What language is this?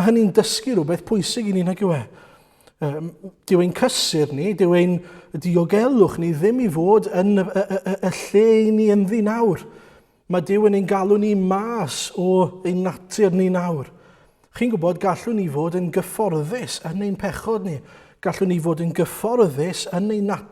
Welsh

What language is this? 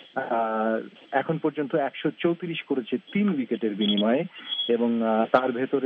Bangla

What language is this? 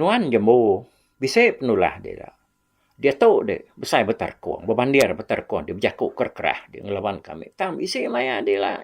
Iban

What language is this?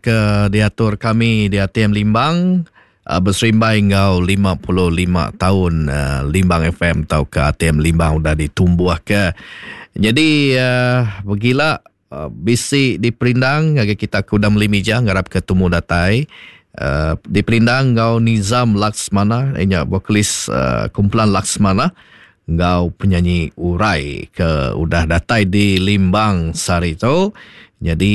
Iban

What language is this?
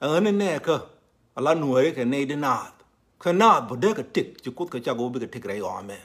Nuer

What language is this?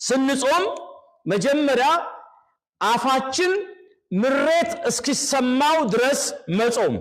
Amharic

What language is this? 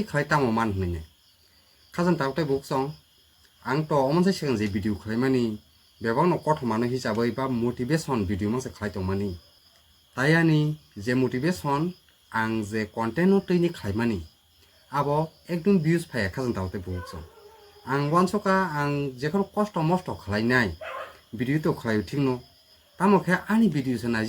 Kok Borok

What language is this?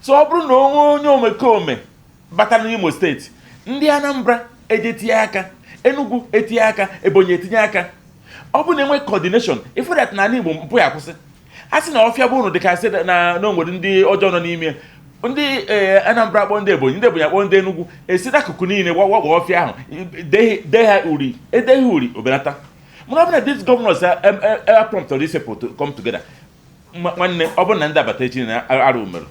Igbo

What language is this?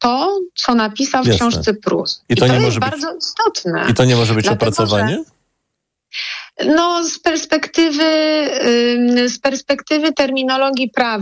Polish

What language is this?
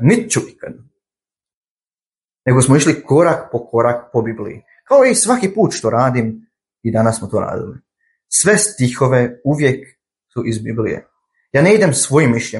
Croatian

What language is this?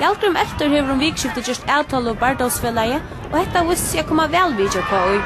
Faroese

